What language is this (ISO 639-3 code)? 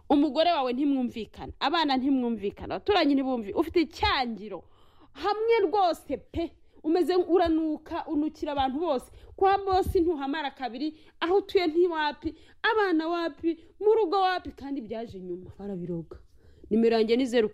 kin